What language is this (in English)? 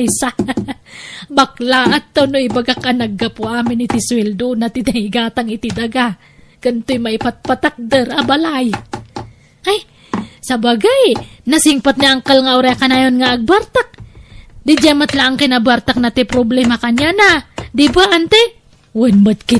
Iloko